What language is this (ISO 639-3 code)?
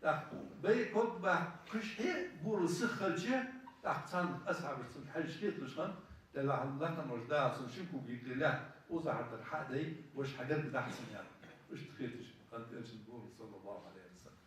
inh